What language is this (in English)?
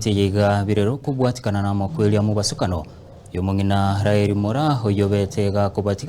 Gusii